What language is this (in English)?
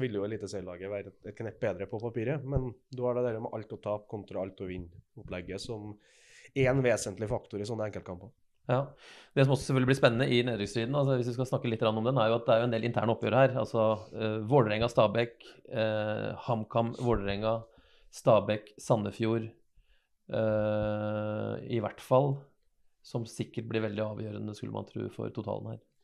Norwegian